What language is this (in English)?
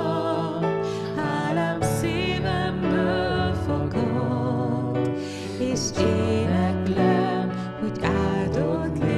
Hungarian